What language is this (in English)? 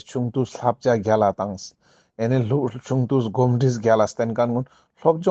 Ladakhi